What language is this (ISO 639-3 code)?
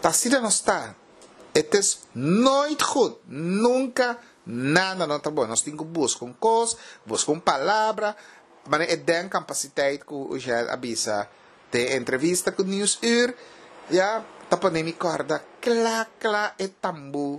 pap